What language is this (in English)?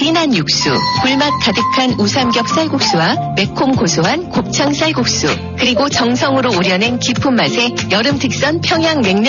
Korean